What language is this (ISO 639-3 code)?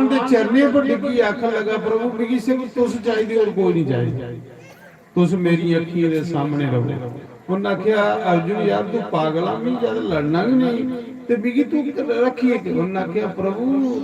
doi